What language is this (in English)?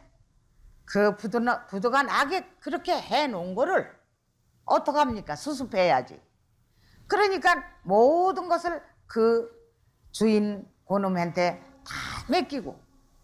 Korean